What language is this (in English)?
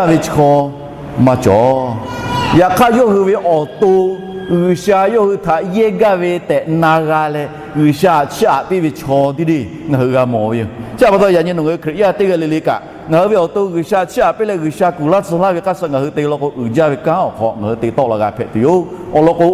Lahu